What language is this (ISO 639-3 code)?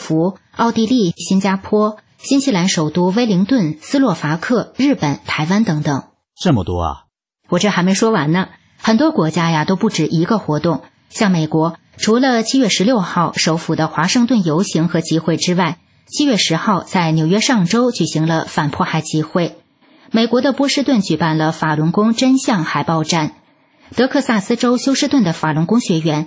zho